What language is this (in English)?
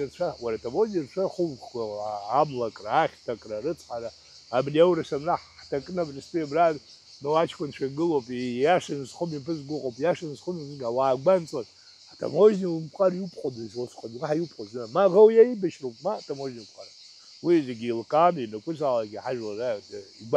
Abkhazian